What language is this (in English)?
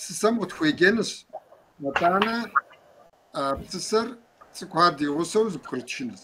Kabardian